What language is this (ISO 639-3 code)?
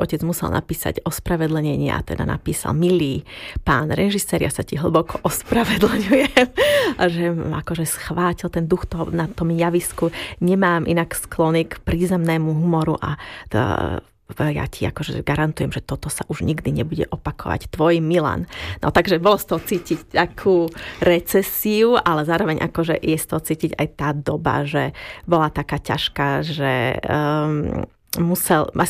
slk